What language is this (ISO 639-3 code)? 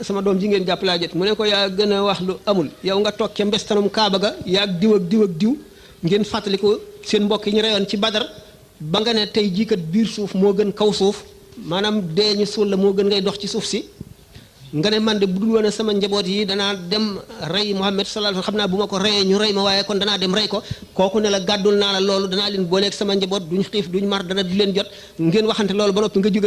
wol